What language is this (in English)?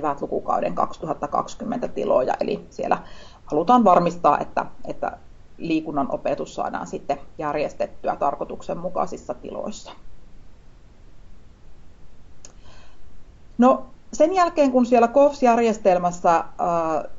Finnish